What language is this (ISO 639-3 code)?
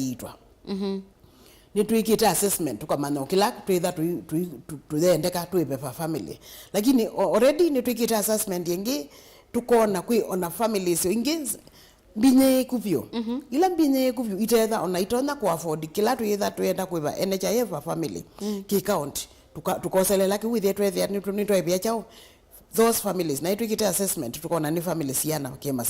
kam